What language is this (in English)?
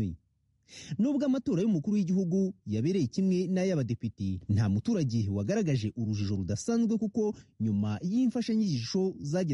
Kinyarwanda